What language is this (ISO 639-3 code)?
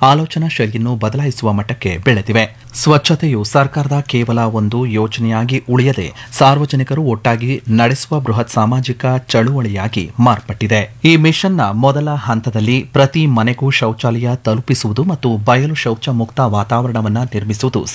kan